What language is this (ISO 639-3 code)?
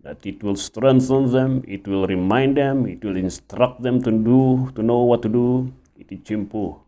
ilo